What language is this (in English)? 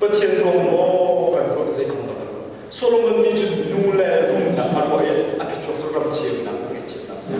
Hakha Chin